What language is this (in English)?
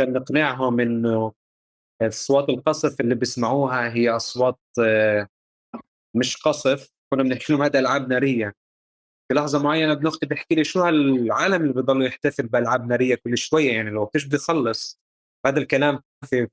North Levantine Arabic